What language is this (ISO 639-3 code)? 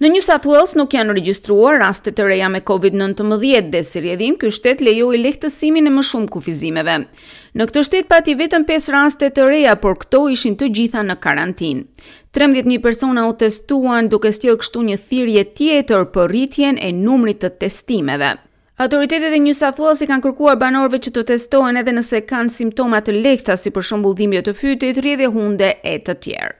sqi